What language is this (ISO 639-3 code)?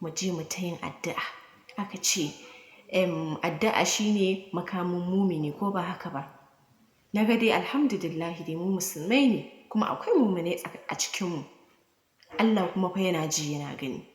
hau